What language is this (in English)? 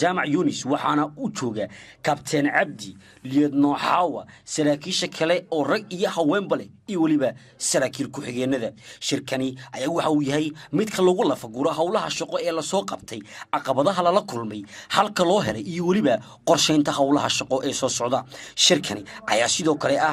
Somali